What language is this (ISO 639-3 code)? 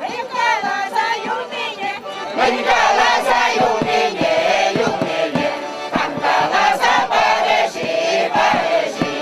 chv